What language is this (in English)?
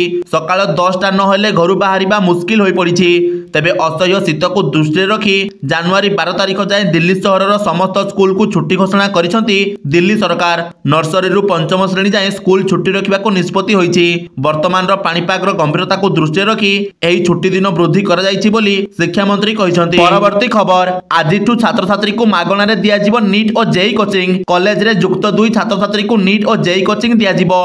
Odia